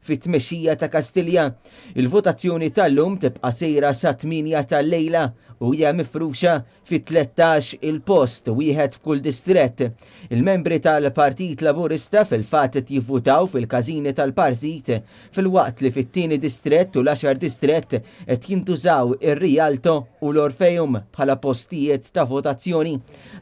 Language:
Maltese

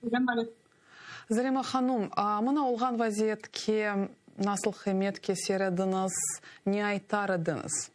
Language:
Crimean Tatar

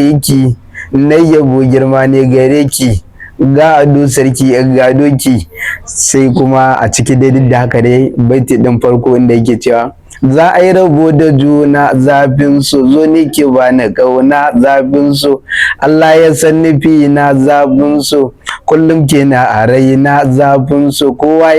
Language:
Hausa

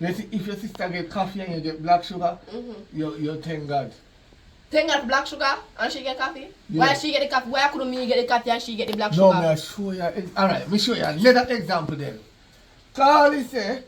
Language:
Jamaican Creole English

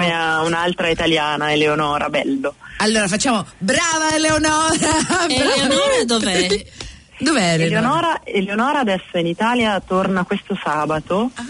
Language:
Italian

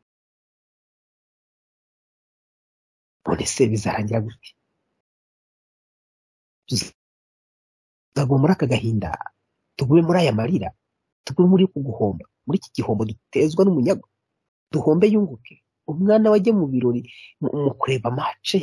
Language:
Kinyarwanda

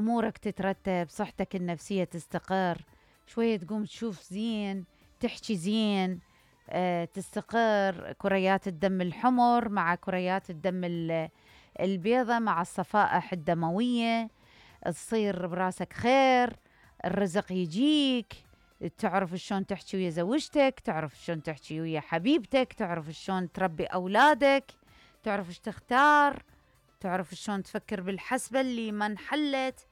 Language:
Mesopotamian Arabic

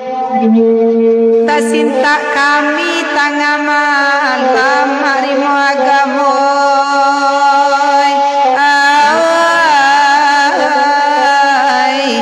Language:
Minangkabau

